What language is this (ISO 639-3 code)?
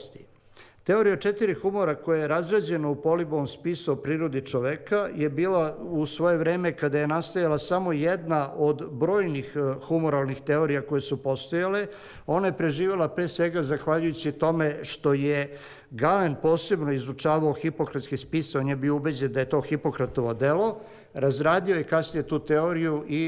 srp